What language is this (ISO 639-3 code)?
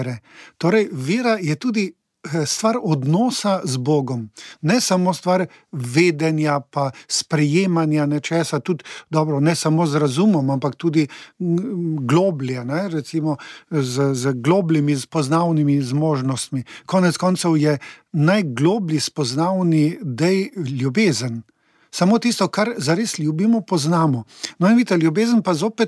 slv